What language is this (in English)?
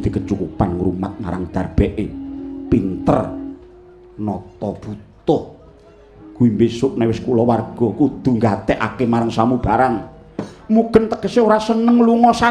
Javanese